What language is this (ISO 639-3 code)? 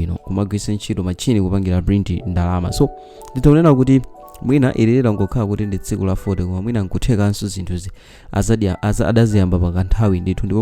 nya